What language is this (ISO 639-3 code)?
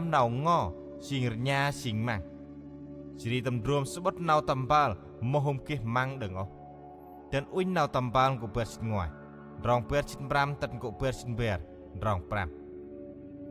cmo